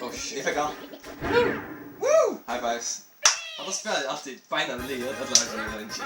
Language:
Faroese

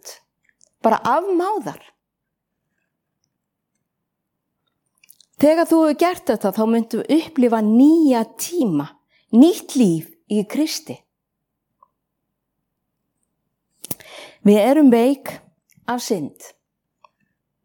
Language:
Icelandic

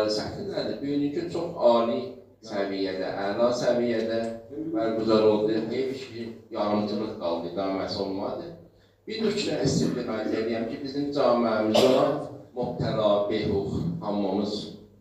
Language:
South Azerbaijani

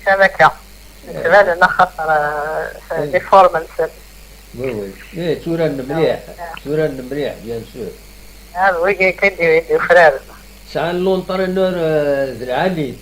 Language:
Kabyle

